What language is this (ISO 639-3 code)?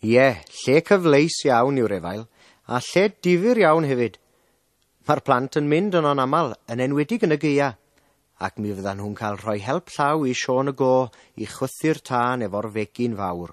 cym